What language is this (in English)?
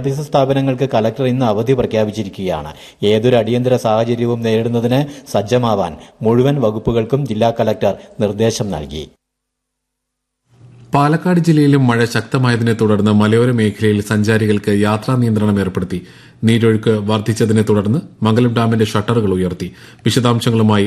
Malayalam